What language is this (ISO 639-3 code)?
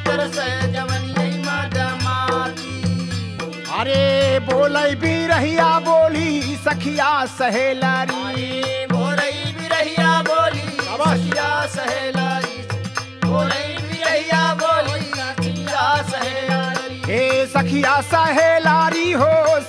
bho